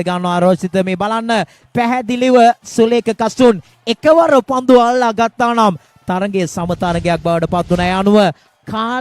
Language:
Sinhala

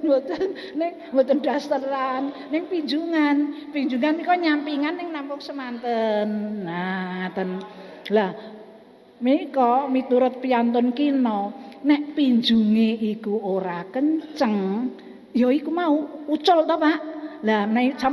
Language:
Javanese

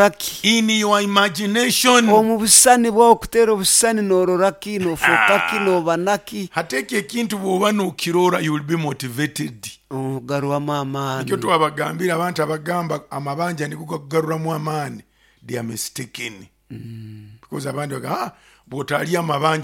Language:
Nyoro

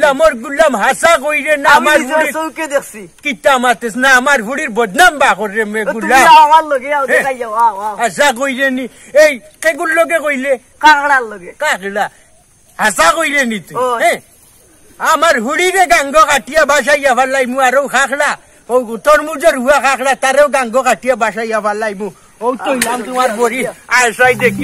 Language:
Sylheti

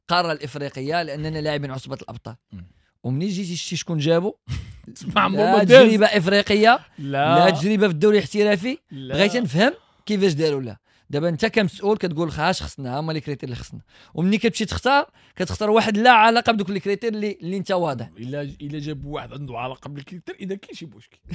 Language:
Moroccan Arabic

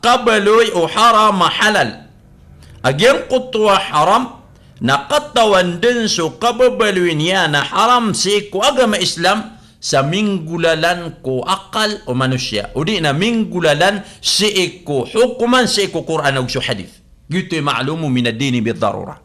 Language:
Maranao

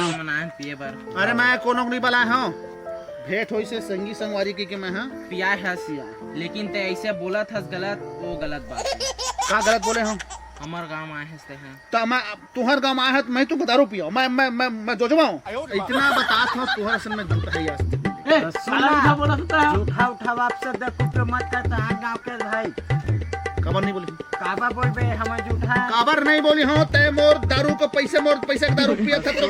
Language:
Chhattisgarhi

